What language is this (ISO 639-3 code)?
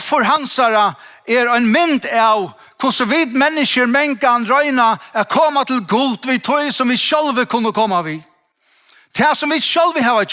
fao